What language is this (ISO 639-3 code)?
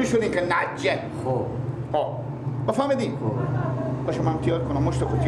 fas